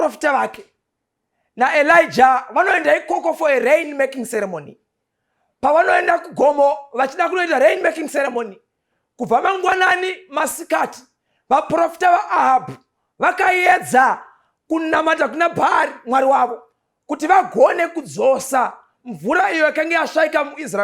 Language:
Shona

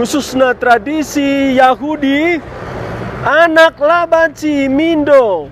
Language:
Batak Karo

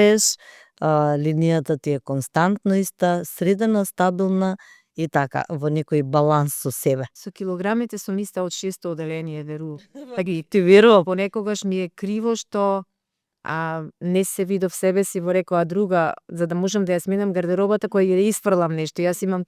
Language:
Macedonian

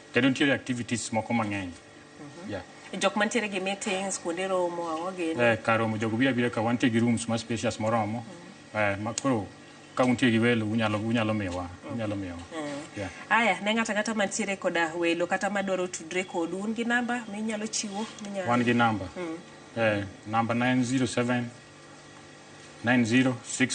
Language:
Luo (Kenya and Tanzania)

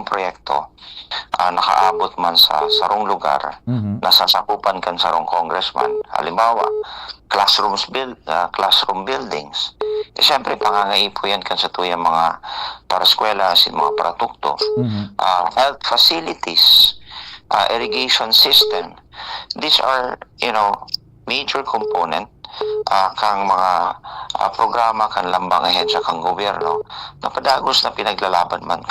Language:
Bikol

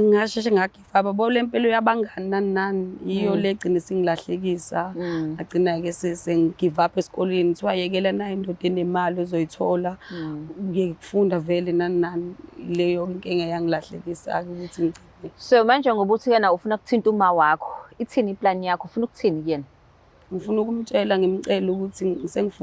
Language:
Zulu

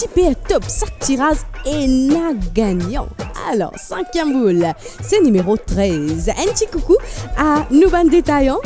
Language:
Morisyen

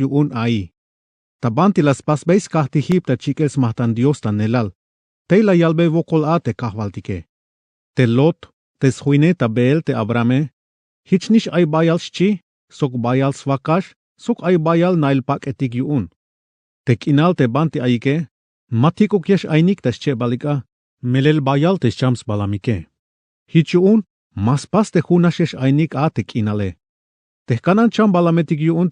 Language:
Tzeltal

